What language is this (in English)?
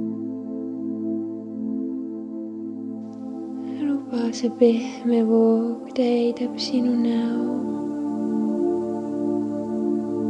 Estonian